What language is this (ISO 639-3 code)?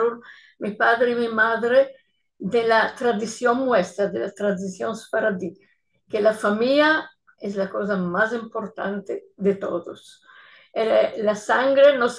lad